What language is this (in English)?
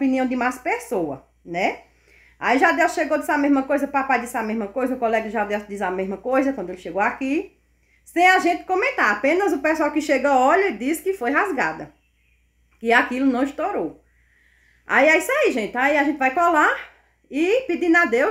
Portuguese